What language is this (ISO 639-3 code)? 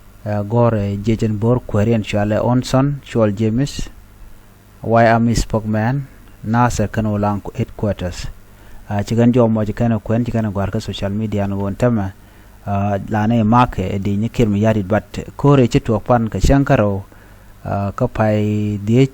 nus